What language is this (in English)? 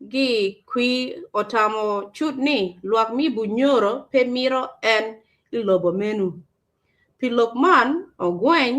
Acoli